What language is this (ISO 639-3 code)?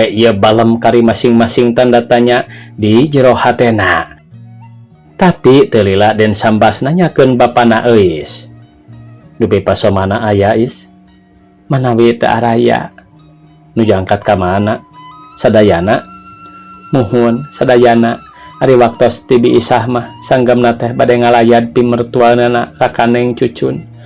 sun